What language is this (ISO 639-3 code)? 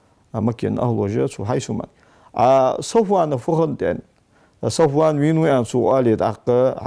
inh